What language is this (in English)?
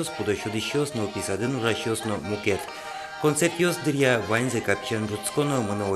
Udmurt